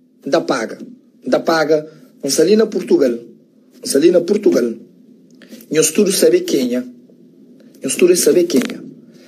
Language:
Kabuverdianu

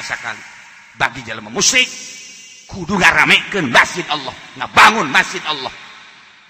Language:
Sundanese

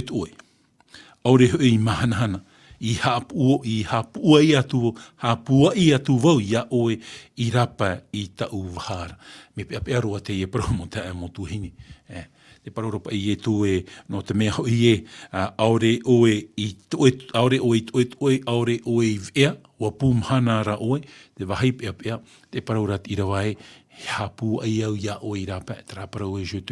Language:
Tahitian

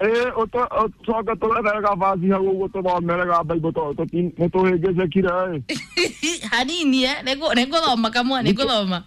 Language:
Kikuyu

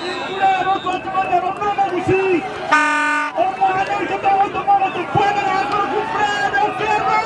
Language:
Gusii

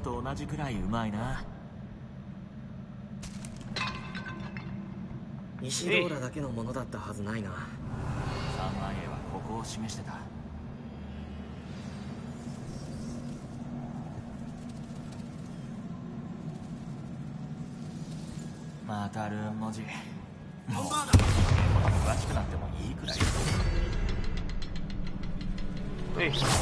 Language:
Japanese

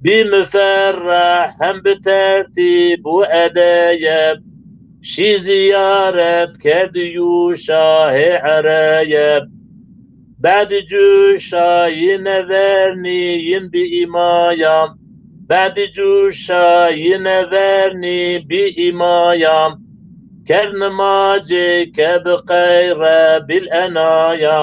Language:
Zaza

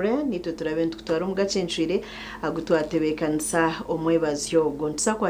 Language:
Nyankole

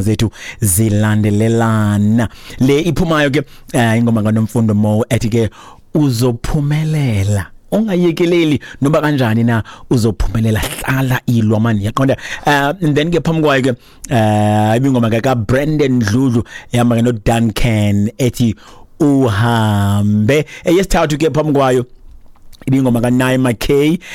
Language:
Xhosa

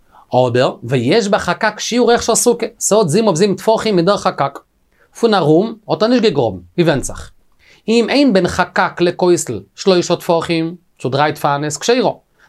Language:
Yiddish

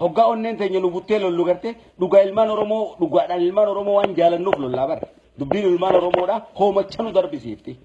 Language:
Oromo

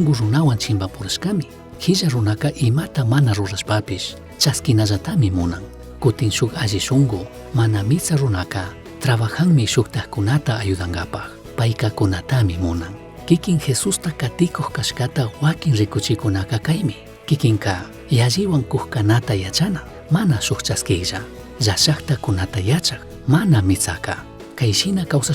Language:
Chimborazo Highland Quichua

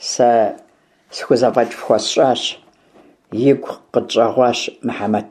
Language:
Kabardian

